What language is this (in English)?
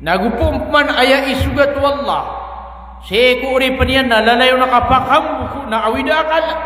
Maranao